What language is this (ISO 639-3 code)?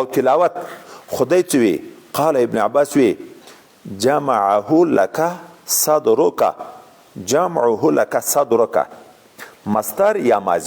pus